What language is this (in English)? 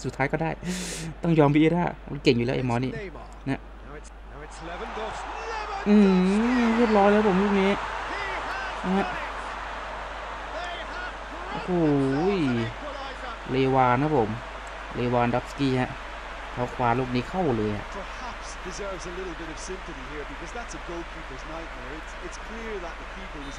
Thai